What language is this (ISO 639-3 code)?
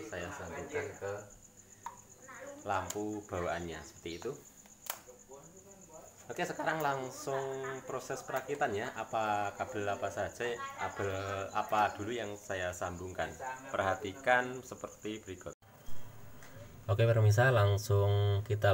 ind